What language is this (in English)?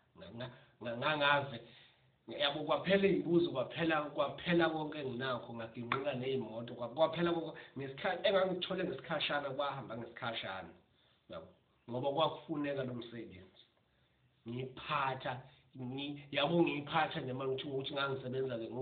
Zulu